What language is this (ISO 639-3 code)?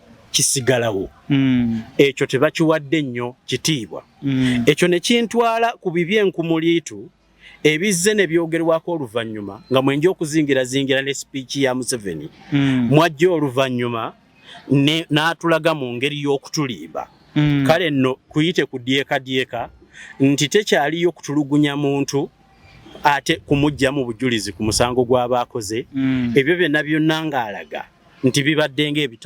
lug